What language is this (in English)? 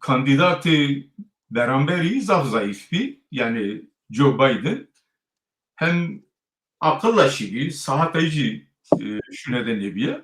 Zaza